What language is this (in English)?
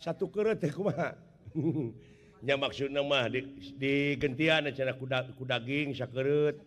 Sundanese